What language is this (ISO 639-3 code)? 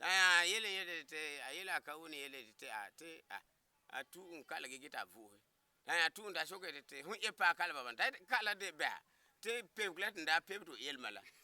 gur